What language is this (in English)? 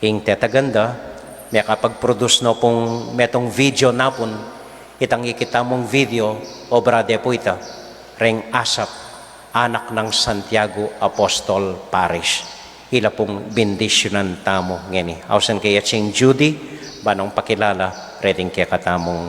Pampanga